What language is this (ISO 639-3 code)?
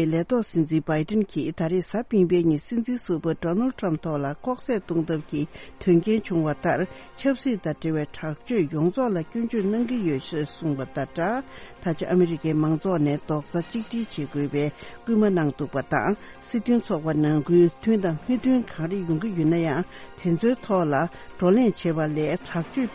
bod